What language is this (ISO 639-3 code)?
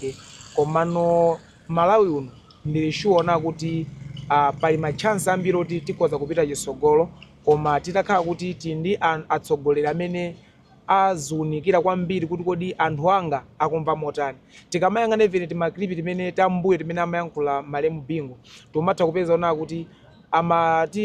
nya